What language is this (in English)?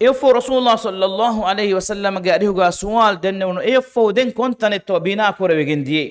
Divehi